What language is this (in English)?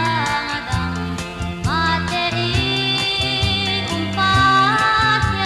Falam Chin